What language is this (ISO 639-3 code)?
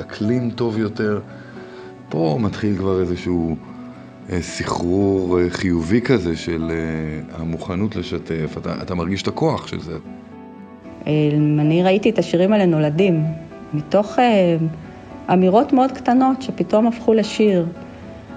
heb